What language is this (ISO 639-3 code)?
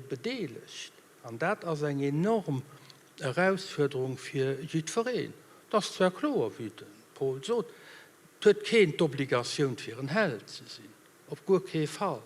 ltz